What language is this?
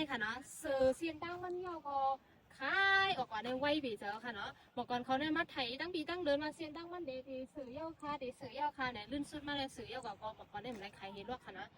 Shan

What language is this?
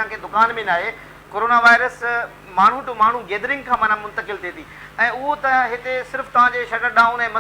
Sindhi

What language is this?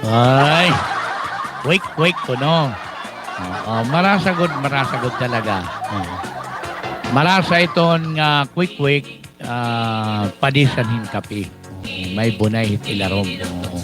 Waray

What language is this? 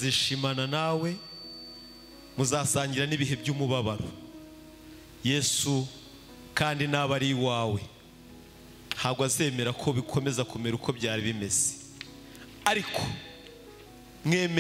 Kinyarwanda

